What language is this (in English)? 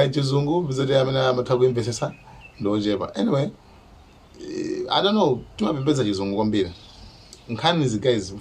Nyanja